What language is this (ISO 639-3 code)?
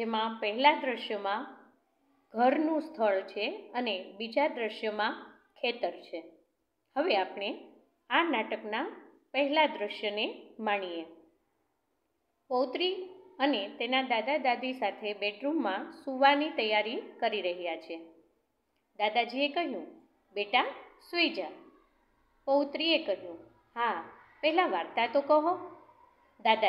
guj